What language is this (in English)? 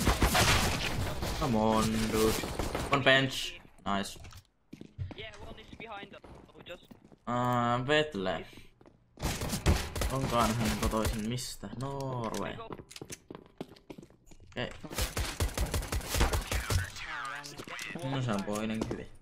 Finnish